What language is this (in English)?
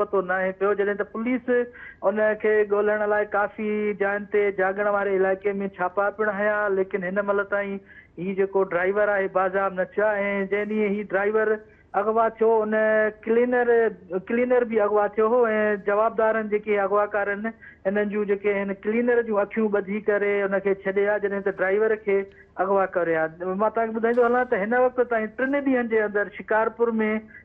Sindhi